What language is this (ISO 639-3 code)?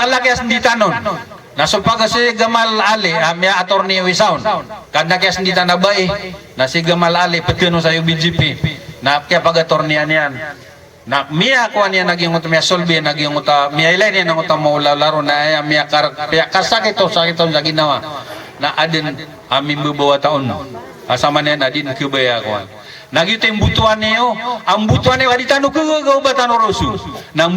mrw